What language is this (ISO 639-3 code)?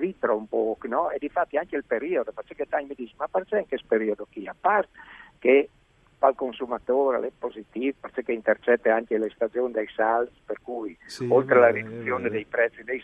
fur